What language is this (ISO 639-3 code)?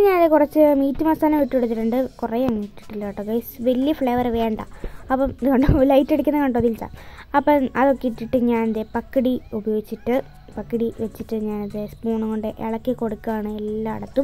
mal